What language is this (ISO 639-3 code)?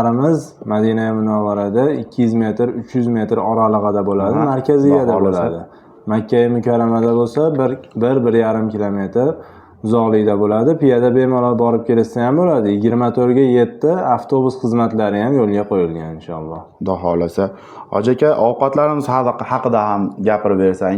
uzb